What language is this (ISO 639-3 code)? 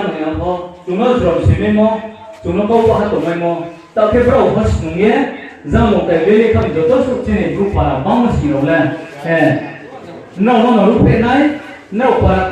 ria